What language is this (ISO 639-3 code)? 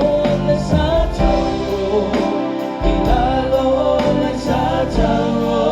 smo